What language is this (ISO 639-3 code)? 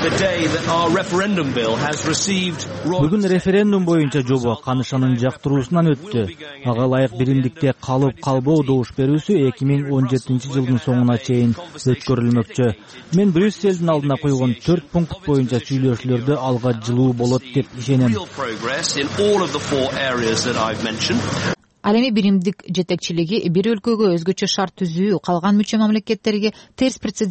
kir